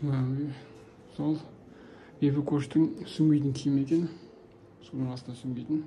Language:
Kazakh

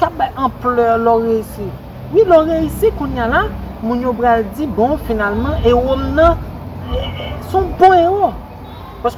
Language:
Haitian Creole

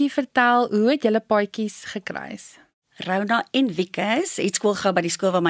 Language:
Afrikaans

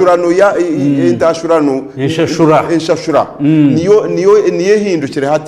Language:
Nyankole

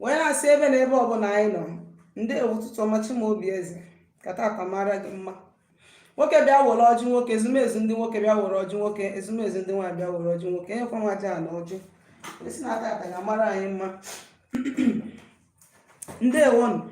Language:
Igbo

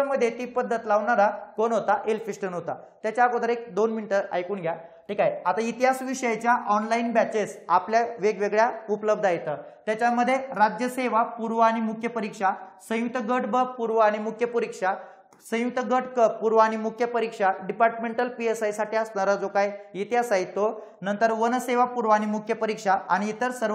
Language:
Marathi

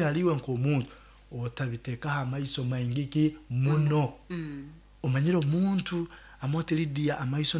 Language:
Nyoro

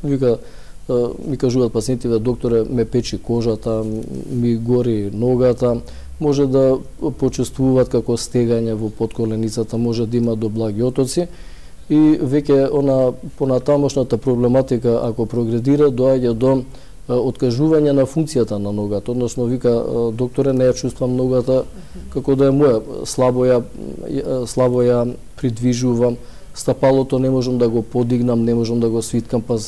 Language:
Macedonian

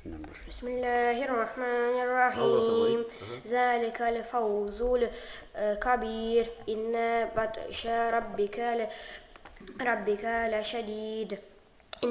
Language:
Kumyk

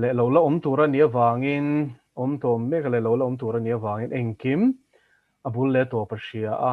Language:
Mizo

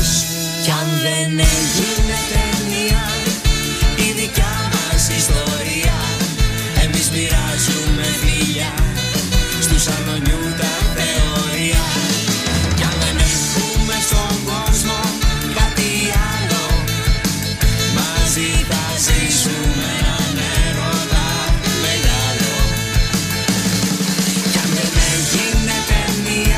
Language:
Greek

